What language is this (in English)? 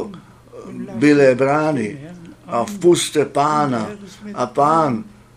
Czech